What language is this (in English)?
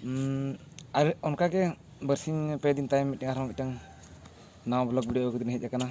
Santali